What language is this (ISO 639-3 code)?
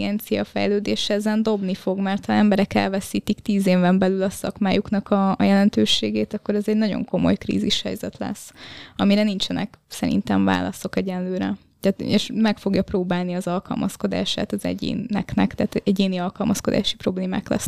hun